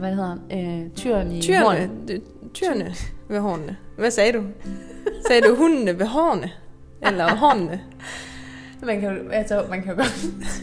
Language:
Danish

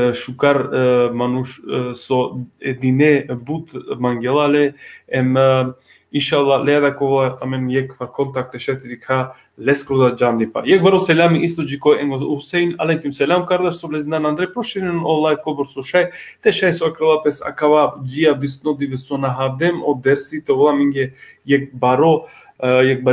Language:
Balkan Romani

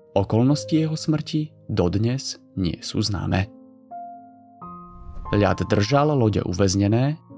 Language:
Slovak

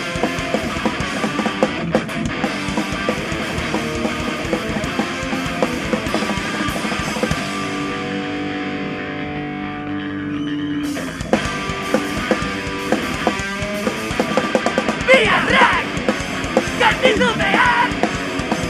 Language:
Basque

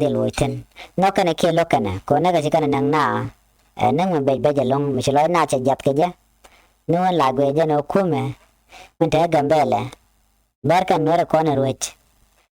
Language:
Nuer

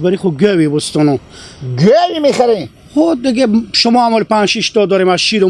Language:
Hazaragi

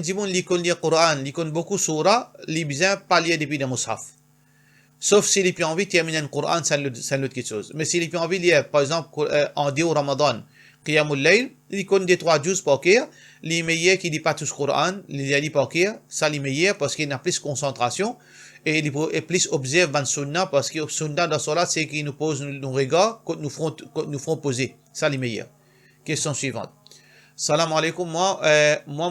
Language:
Morisyen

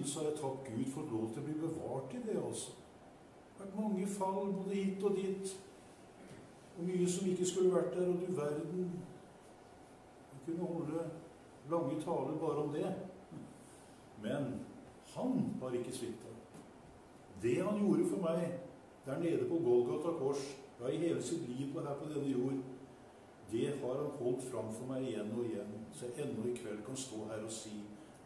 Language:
Norwegian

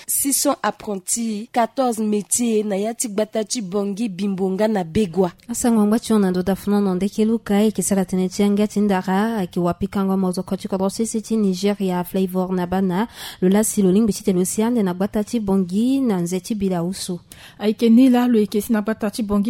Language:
Sango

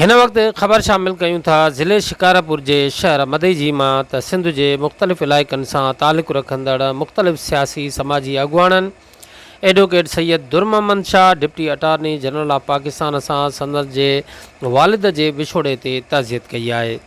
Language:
Sindhi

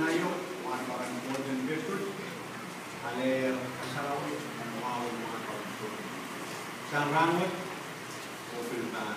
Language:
Pohnpeian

